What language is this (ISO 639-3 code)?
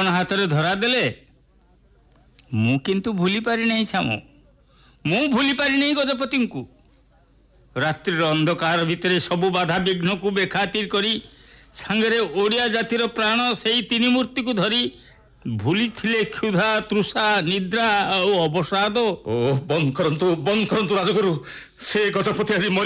ori